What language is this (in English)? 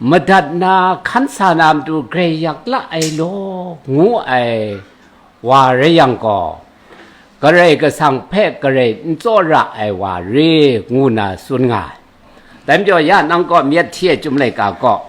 Kachin